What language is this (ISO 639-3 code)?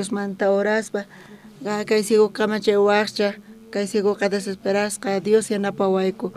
quh